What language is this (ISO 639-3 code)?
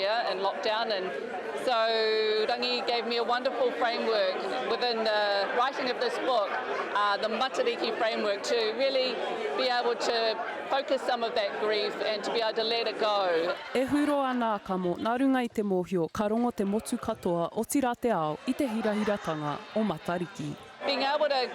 mri